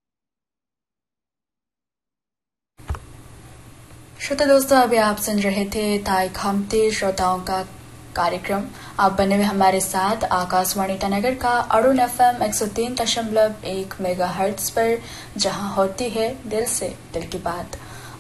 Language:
Hindi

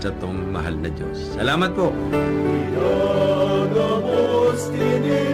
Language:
Bikol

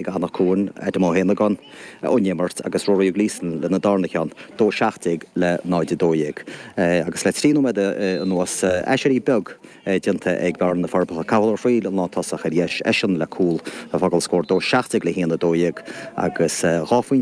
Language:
Irish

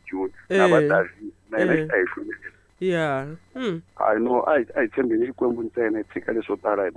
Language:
Tsonga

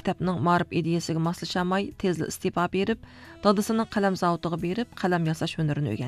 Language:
Uyghur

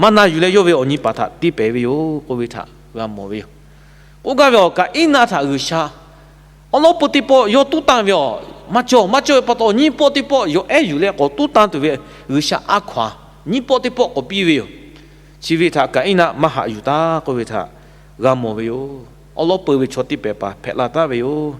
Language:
Lahu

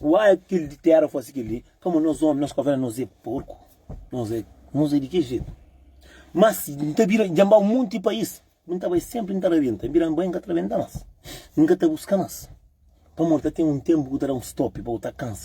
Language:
Kabuverdianu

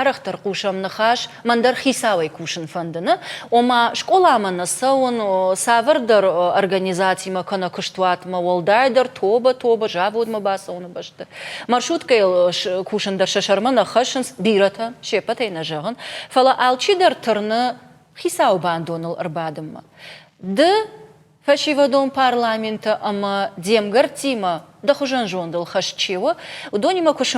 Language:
Ossetic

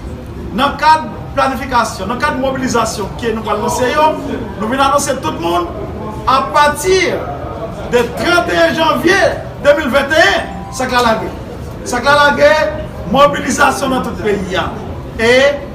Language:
Haitian Creole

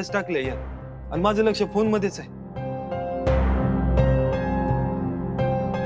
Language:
Marathi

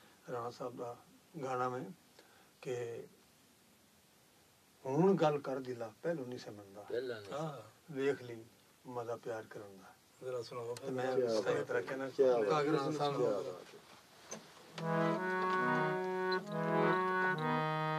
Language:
Punjabi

